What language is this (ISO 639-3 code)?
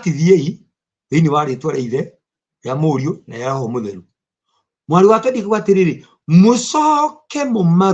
kik